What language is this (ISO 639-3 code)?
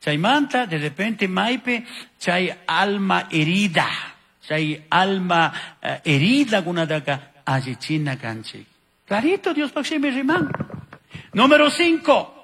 qug